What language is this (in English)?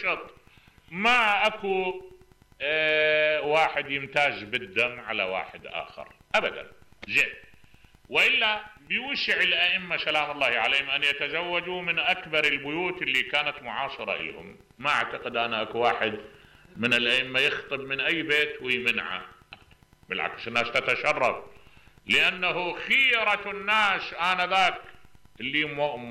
Mesopotamian Arabic